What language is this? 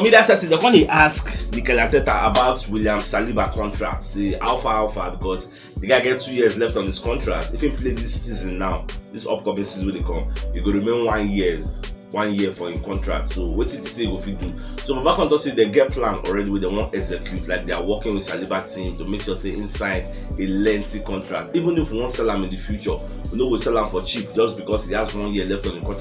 Nigerian Pidgin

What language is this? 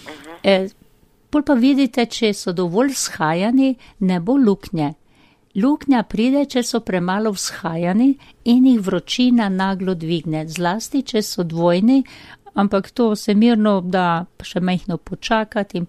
Slovenian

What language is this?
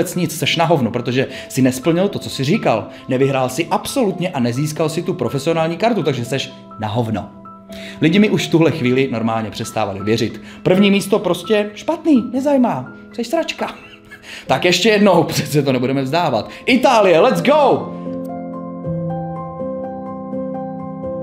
Czech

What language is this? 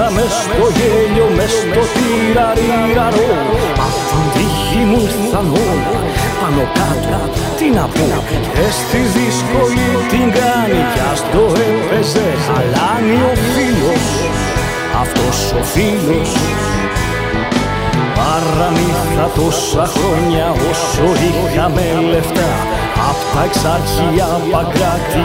Greek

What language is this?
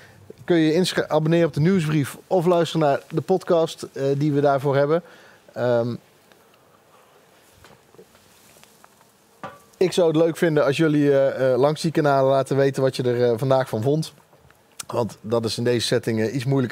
Dutch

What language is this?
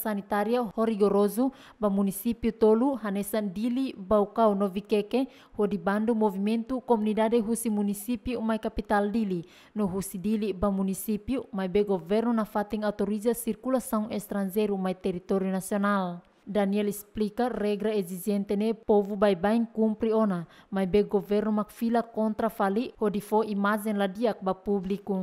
Tetum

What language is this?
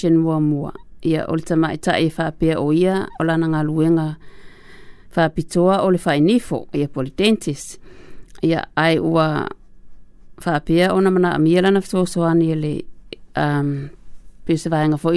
Samoan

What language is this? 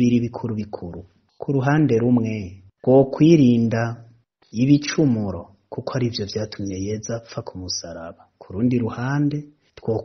Rundi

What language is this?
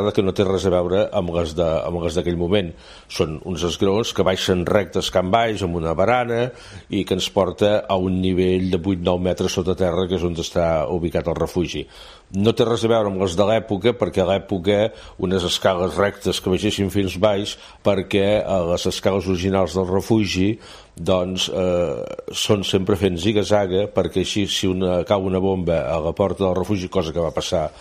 Catalan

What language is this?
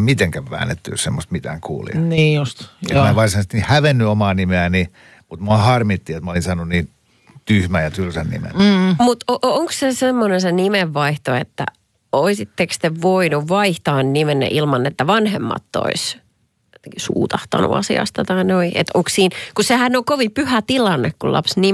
Finnish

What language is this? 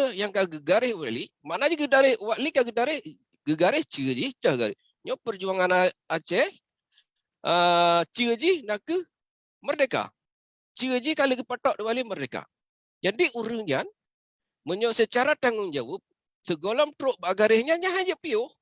Achinese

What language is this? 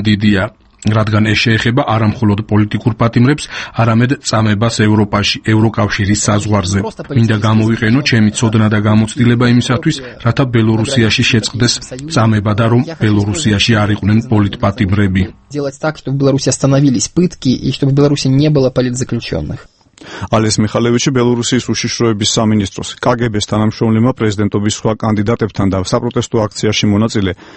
Georgian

